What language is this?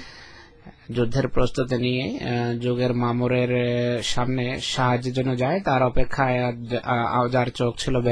Bangla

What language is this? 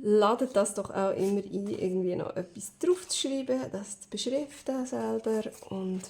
Swiss German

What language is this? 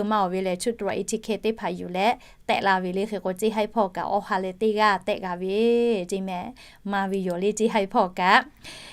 Lahu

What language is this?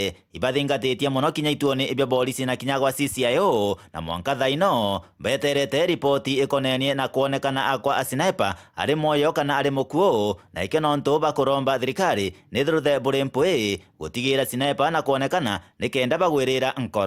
Meru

